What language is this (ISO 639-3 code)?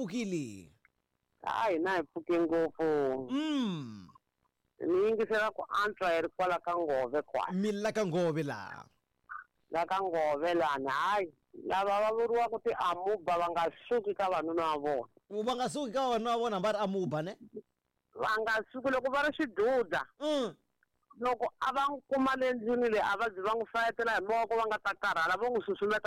tso